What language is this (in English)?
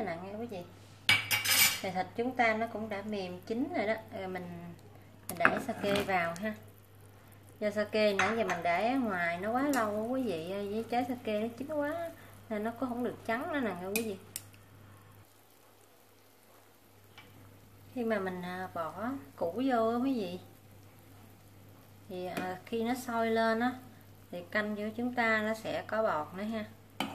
Vietnamese